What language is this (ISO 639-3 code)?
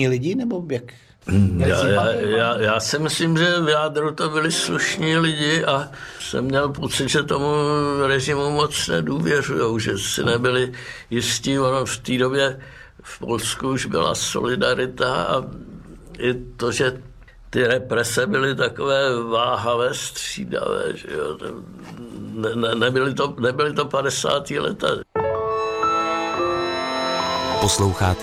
ces